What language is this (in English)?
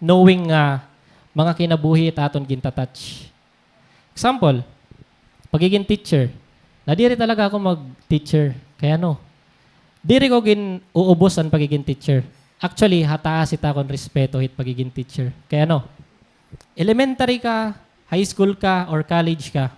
Waray